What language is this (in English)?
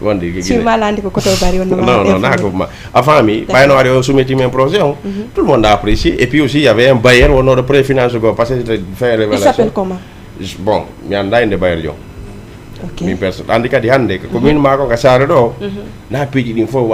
Fula